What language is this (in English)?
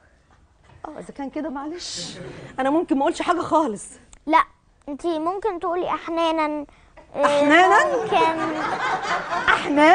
Egyptian Arabic